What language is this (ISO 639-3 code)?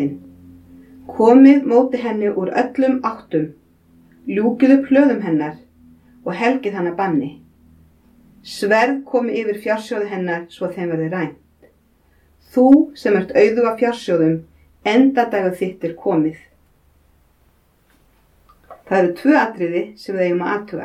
isl